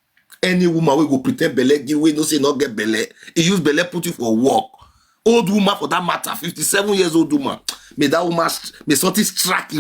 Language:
Nigerian Pidgin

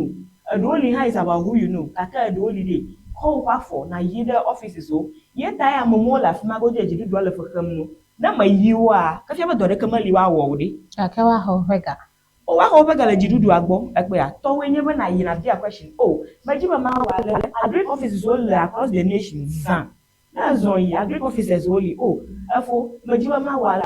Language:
Ewe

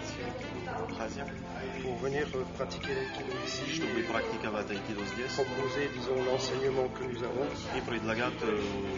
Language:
Abkhazian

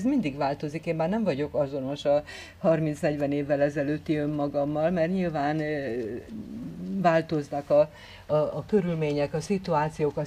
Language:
Hungarian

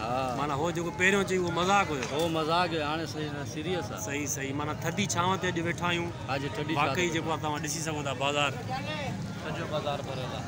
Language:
Sindhi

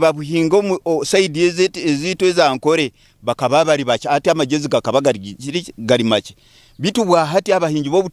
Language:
Nyankole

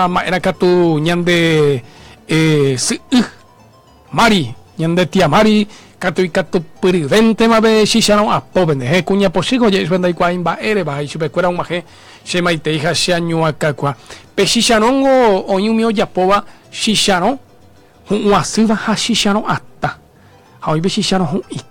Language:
Guarani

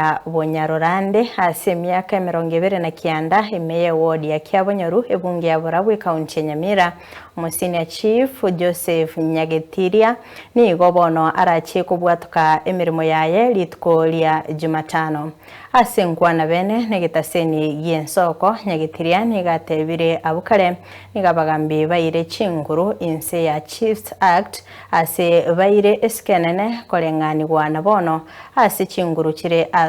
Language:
Gusii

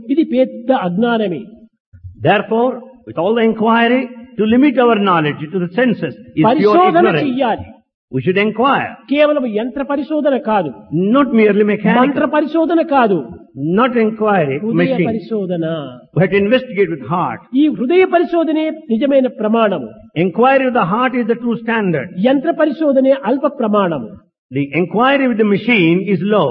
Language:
Telugu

